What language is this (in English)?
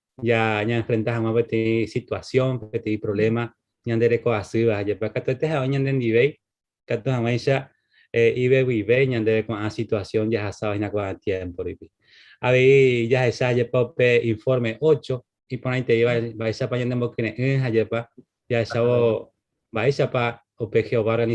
Guarani